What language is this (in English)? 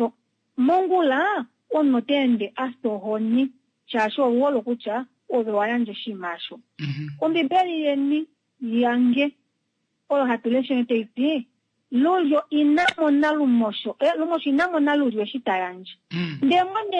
Kuanyama